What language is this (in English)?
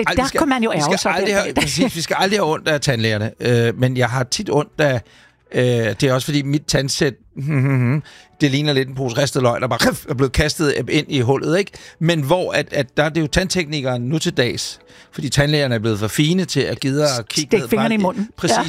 Danish